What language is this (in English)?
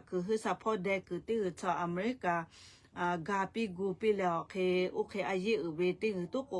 Lahu